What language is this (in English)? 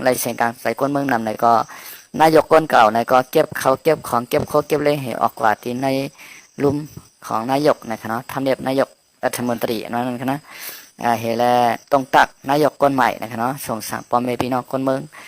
Shan